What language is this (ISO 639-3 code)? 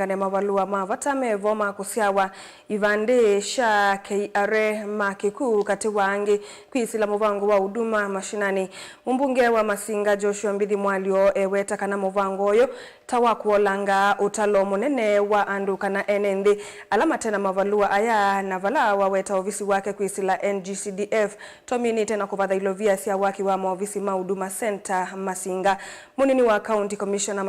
kam